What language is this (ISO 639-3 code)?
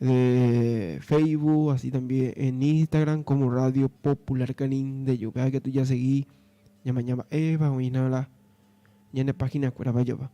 grn